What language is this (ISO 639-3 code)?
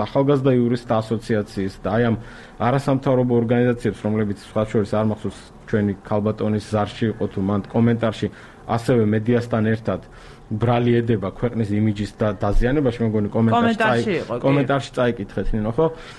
kat